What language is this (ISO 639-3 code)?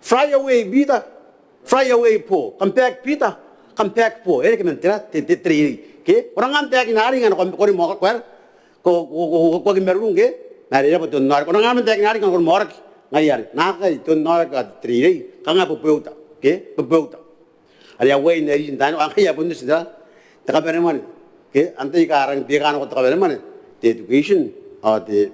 gil